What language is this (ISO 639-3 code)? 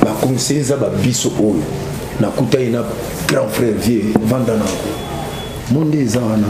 lin